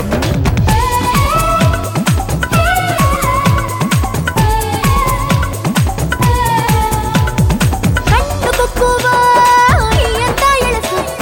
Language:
Kannada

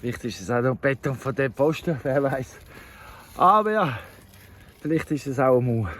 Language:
Swiss German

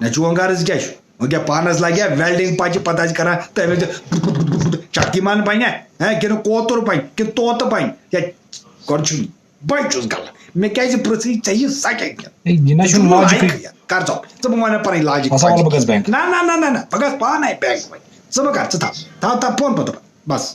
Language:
Kashmiri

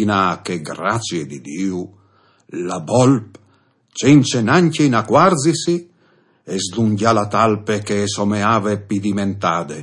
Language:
Friulian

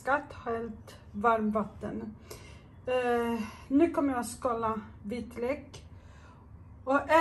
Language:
Swedish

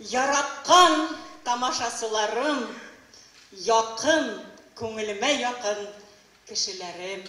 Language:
Bashkir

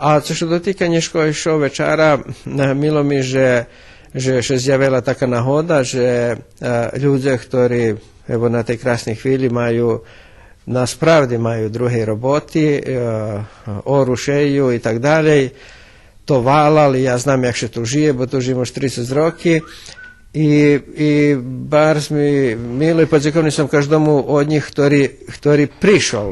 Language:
Rusyn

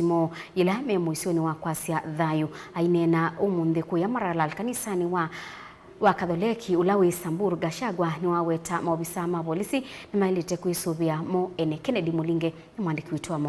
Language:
Kamba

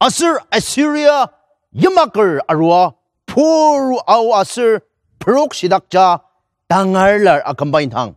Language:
Ao Naga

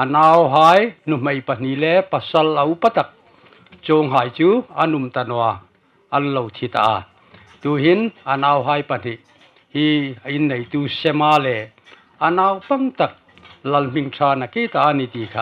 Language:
Hmar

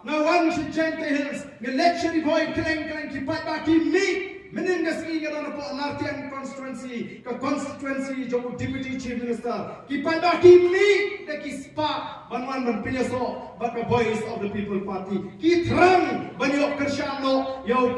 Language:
Khasi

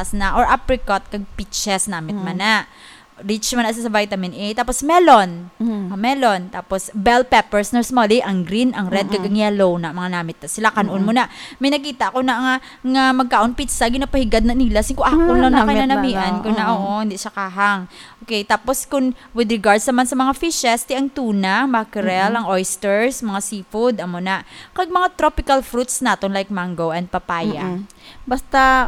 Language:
Hiligaynon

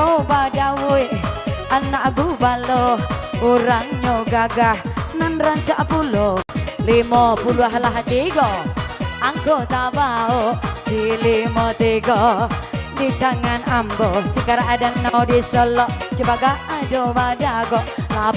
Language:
Minangkabau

